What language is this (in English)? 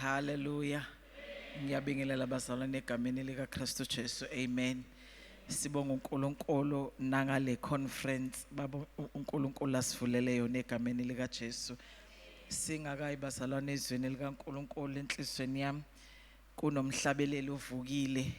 Zulu